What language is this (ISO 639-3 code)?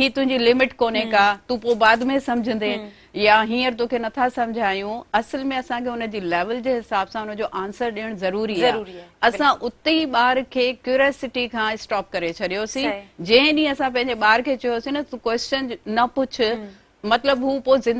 snd